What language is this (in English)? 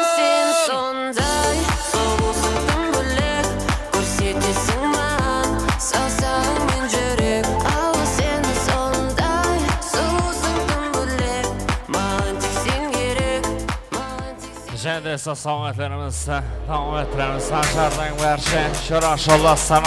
Kara-Kalpak